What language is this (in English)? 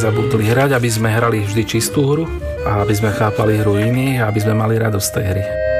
Slovak